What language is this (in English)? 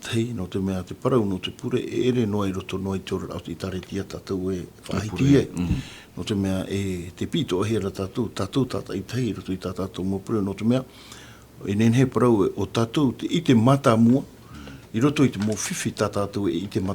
Tahitian